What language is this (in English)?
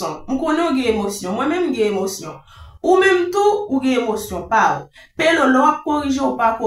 Haitian Creole